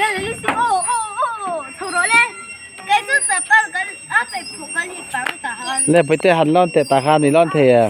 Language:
Mizo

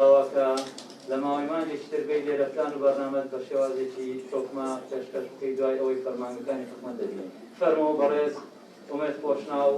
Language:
Central Kurdish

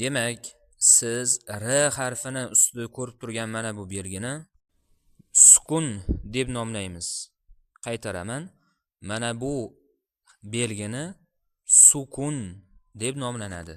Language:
Uzbek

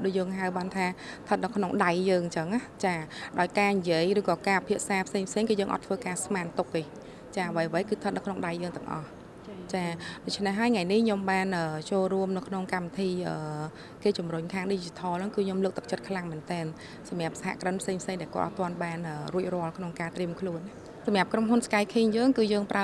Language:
Khmer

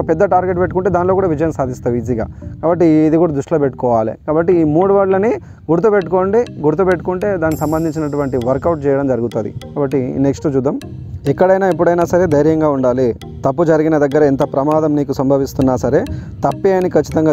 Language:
Telugu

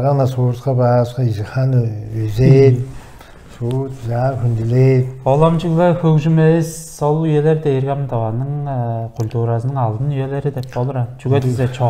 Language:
Tuvinian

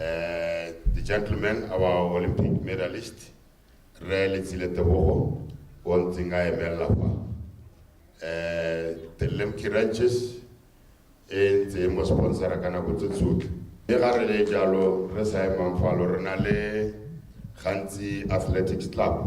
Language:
Tswana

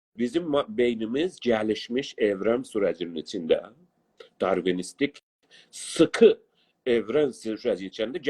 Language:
South Azerbaijani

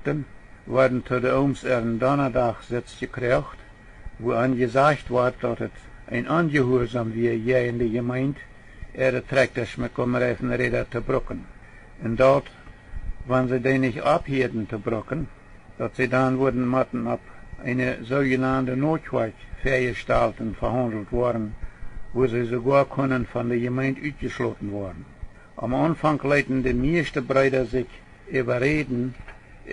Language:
Plautdietsch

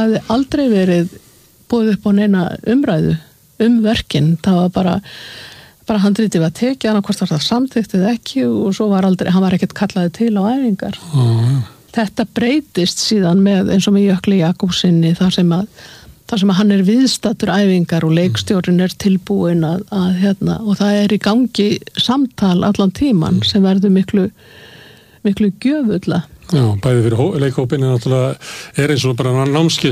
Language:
Icelandic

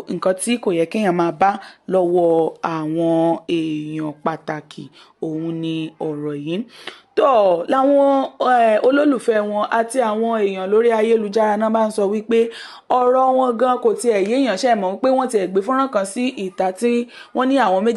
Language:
Yoruba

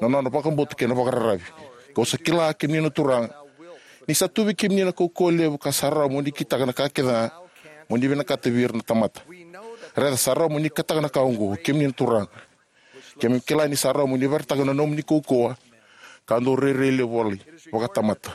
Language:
Fijian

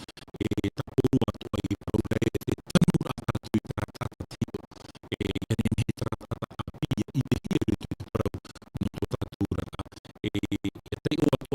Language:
Tahitian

